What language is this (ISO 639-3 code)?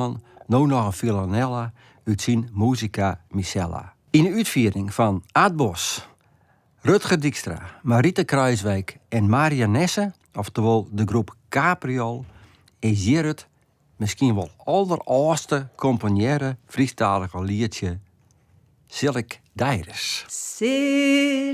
fry